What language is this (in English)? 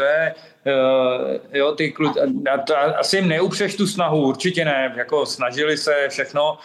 Czech